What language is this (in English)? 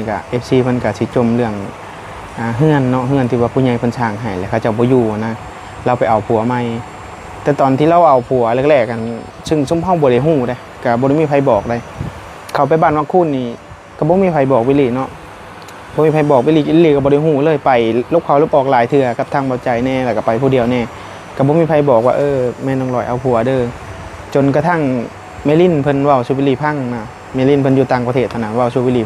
Northeastern Thai